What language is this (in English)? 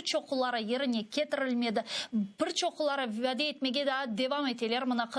Crimean Tatar